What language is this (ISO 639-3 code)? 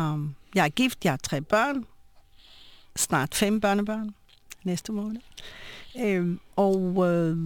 dan